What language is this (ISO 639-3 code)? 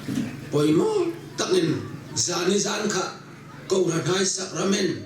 hmr